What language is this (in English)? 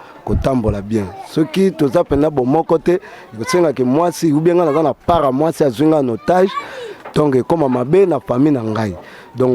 Lingala